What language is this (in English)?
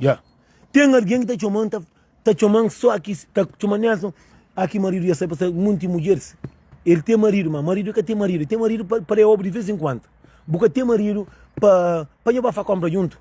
Kabuverdianu